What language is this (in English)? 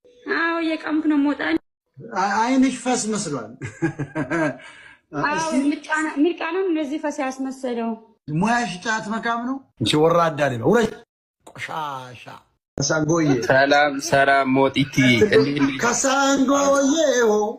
Amharic